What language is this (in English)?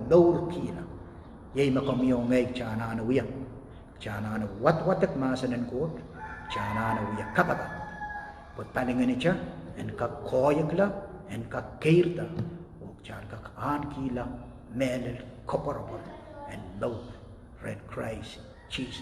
Pohnpeian